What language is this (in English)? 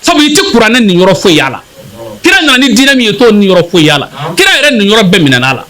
Bambara